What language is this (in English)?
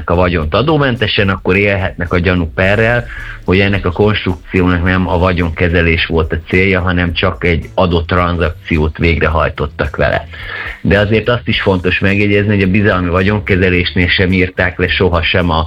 Hungarian